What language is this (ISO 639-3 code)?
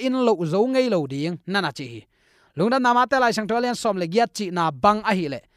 ctd